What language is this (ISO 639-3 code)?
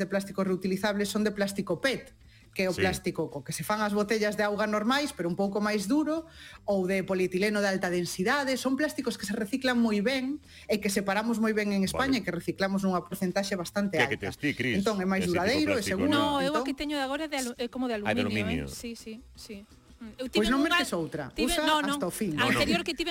glg